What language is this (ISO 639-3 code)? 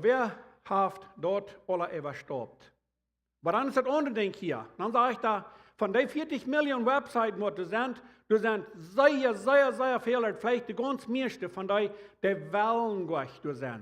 pdt